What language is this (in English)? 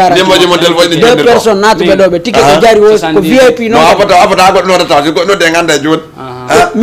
Fula